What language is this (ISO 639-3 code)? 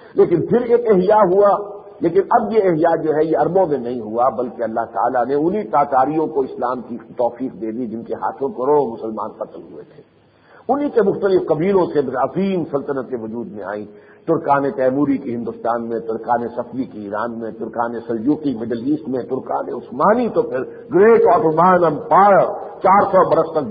urd